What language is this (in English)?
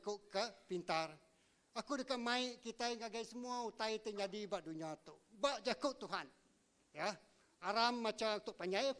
Iban